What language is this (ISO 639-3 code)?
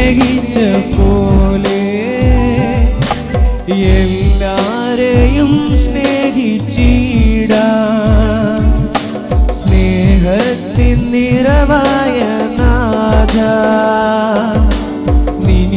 mal